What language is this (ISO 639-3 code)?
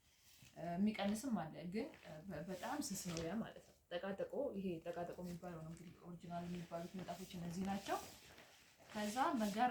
amh